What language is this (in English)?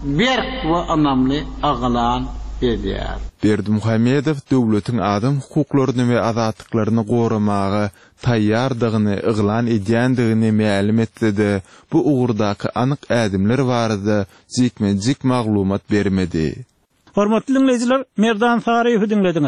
Turkmen